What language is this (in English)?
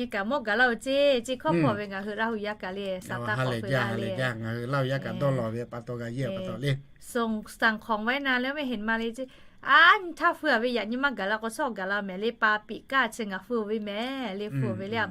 Lahu